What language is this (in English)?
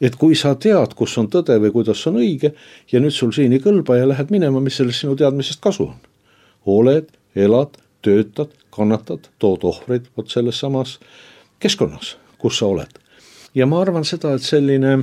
Estonian